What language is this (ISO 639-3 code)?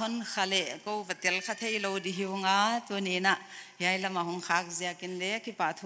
pck